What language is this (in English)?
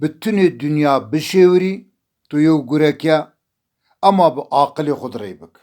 Zaza